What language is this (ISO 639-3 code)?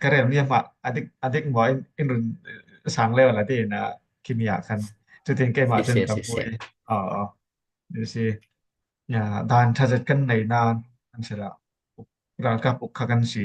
cfm